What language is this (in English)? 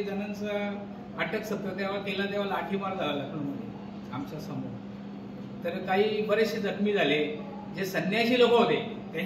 Marathi